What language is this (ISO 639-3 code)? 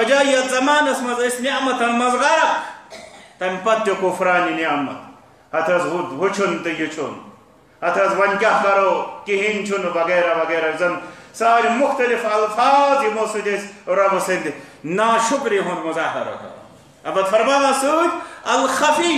kas